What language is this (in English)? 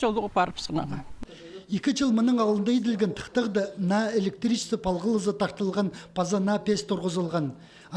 Khakas